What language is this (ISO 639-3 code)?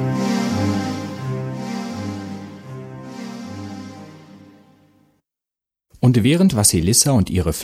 deu